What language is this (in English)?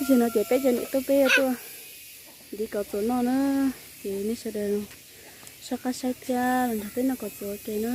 Hmong